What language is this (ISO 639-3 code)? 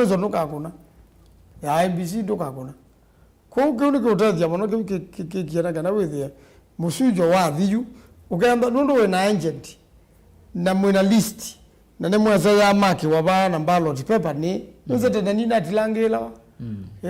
kam